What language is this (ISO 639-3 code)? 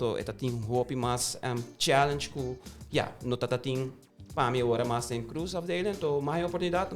pap